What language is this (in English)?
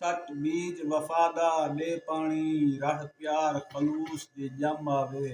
Saraiki